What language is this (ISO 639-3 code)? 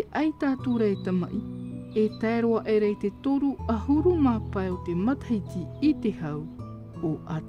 tah